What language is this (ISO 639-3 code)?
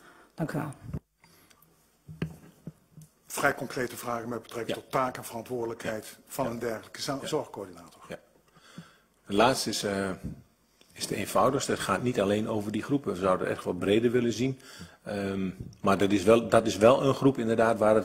nld